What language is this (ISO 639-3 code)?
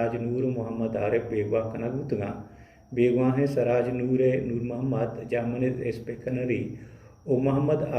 bal